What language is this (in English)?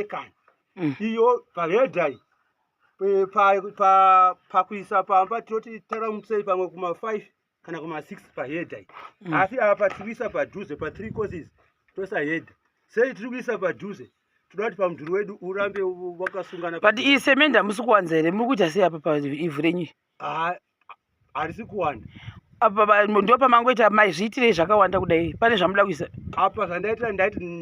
Shona